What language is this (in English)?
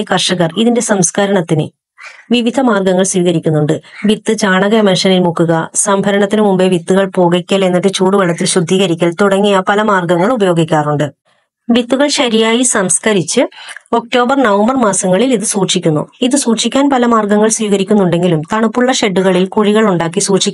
Malayalam